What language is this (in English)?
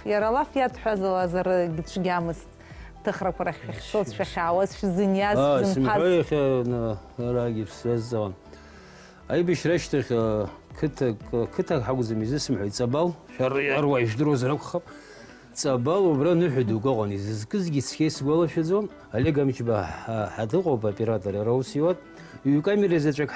Abkhazian